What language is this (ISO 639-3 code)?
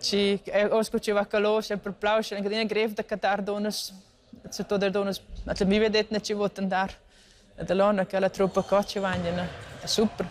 roh